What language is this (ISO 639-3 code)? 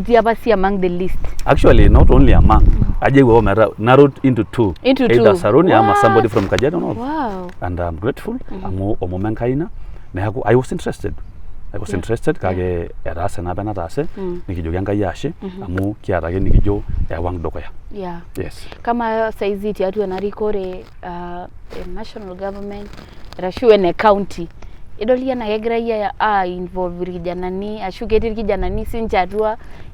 mas